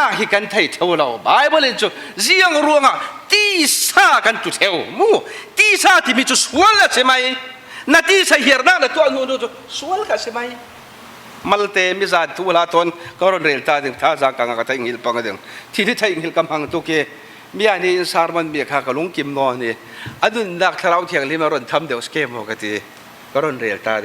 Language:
Falam Chin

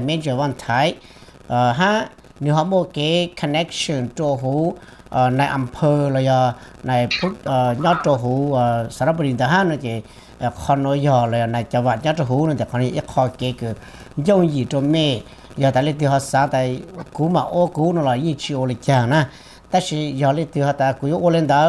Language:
Vietnamese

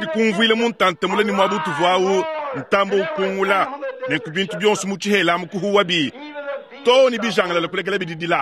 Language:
Luba-Lulua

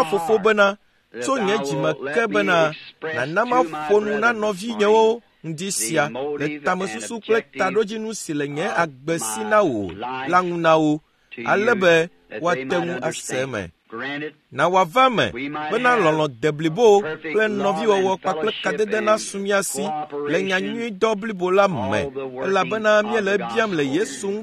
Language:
Ewe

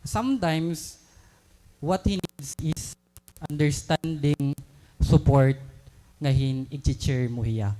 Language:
Waray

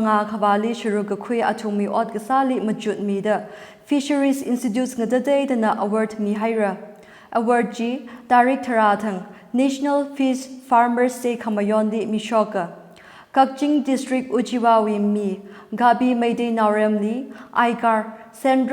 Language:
Tangkhul Naga (India)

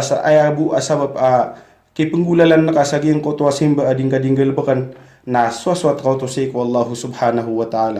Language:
Maranao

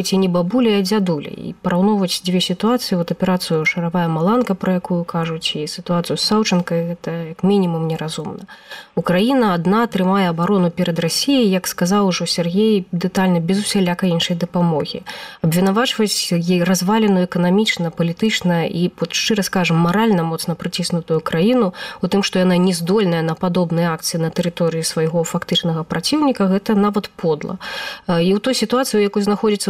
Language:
Belarusian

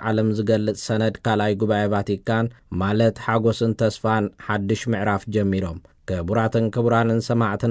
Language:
Tigrinya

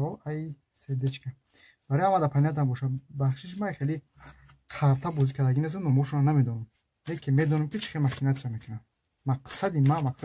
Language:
Tajik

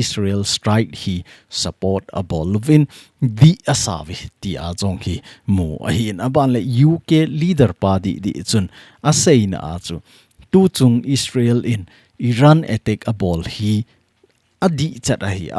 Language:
Thado Chin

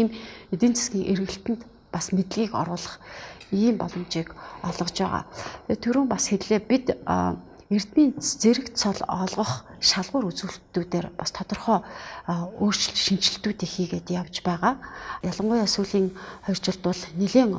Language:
Mongolian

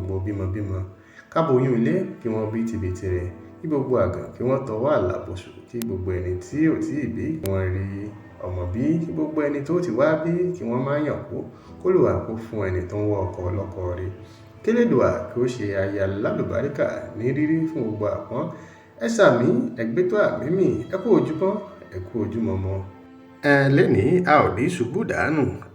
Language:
Yoruba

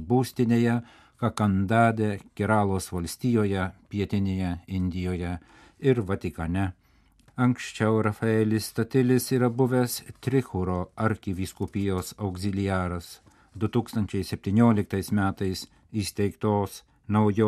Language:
Lithuanian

